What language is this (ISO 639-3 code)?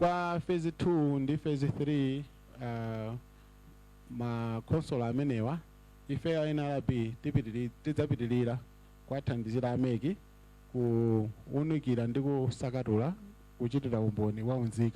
nya